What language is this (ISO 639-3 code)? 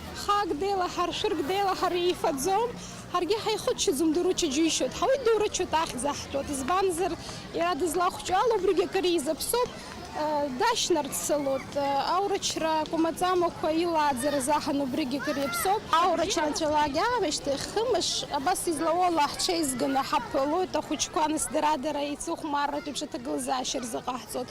abk